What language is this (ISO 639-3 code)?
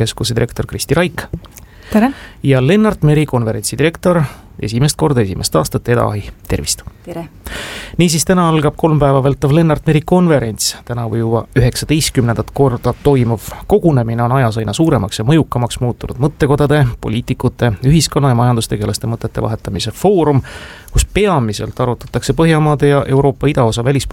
est